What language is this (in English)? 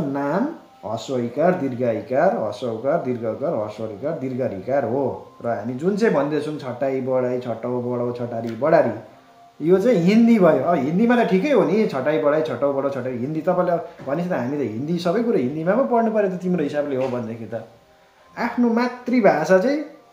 Nepali